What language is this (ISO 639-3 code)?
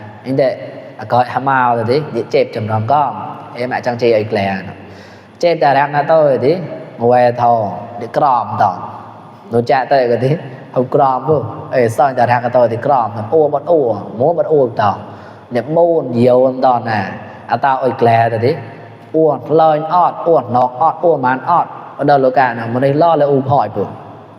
mnw